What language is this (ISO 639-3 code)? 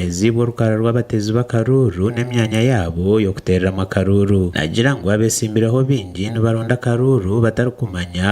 nyn